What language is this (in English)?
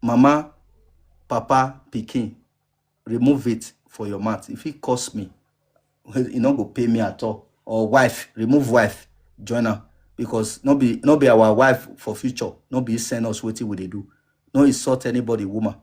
Nigerian Pidgin